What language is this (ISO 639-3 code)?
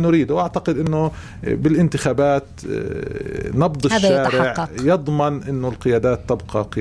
apc